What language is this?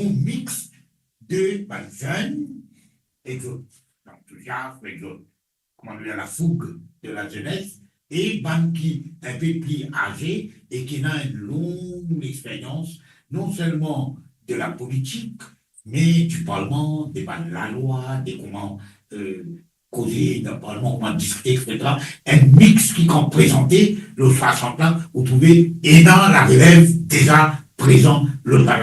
Morisyen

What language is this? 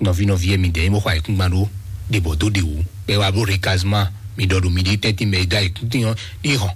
Fon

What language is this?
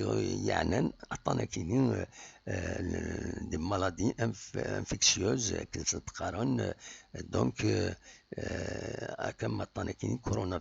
Kabyle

